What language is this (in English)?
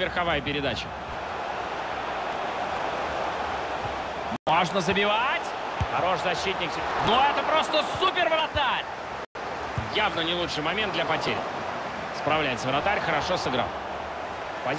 Russian